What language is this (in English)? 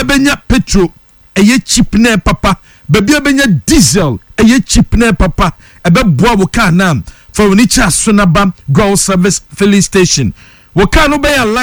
Akan